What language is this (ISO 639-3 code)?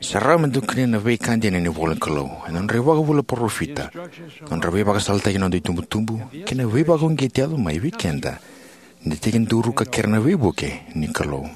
fij